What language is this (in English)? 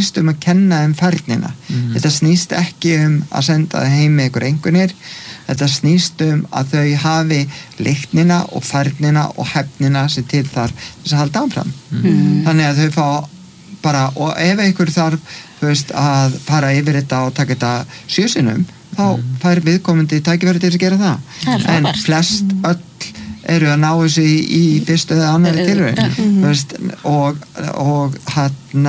Icelandic